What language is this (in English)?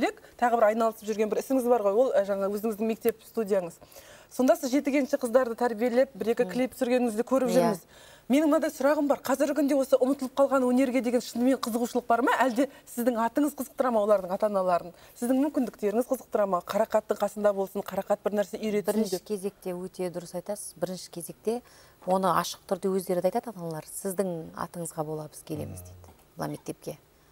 Kazakh